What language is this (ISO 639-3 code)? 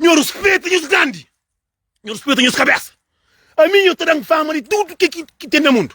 kea